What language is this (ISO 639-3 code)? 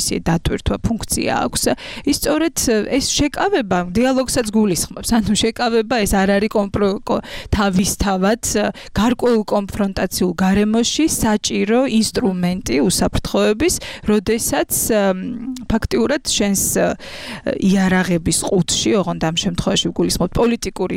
kat